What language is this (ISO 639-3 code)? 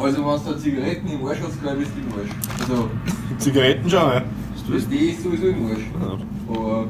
bar